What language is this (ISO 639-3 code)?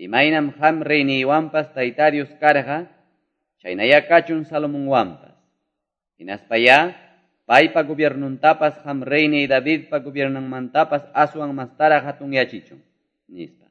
que